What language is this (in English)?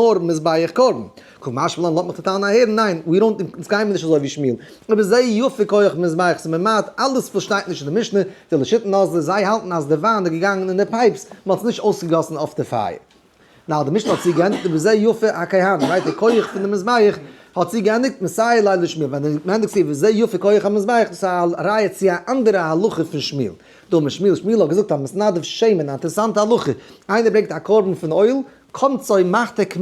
Yiddish